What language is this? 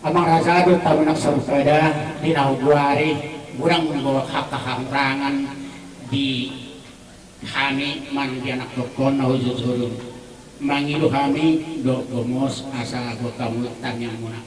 Batak Toba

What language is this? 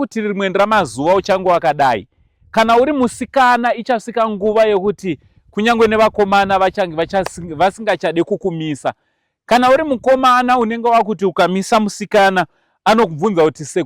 Shona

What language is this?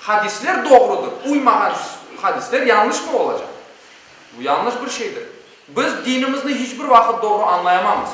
Crimean Tatar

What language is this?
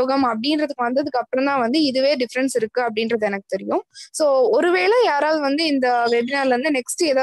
Tamil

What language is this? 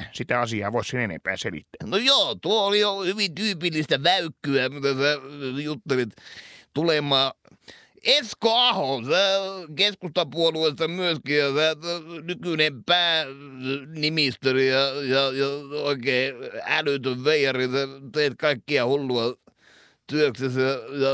Finnish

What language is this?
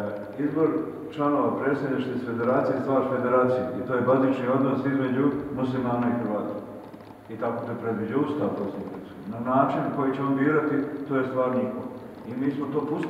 Croatian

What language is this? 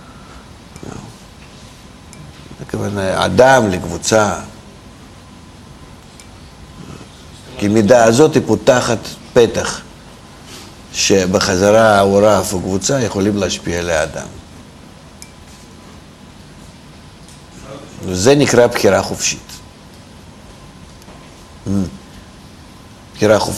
Hebrew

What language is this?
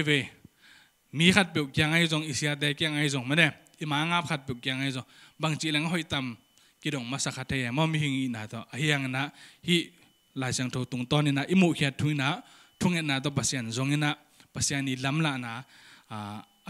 Tedim Chin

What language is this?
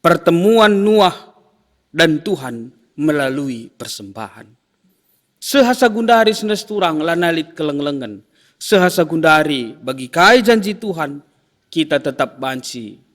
Batak Karo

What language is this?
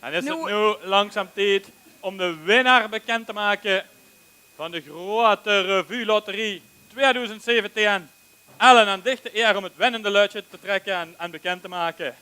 Limburgish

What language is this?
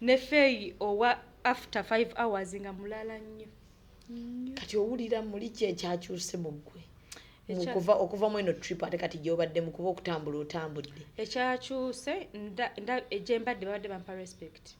Ganda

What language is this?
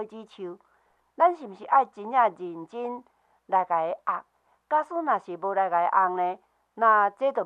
Min Nan Chinese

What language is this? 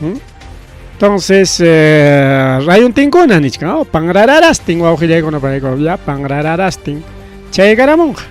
Ayacucho Quechua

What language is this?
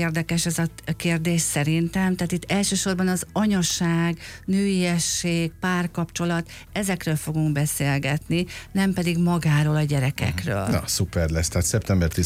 Hungarian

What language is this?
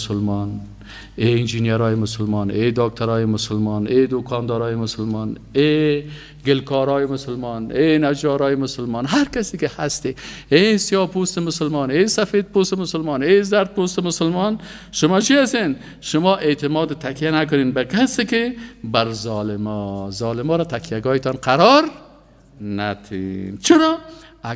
Persian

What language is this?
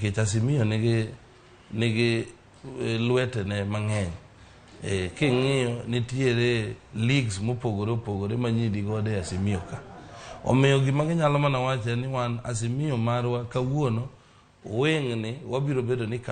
Luo (Kenya and Tanzania)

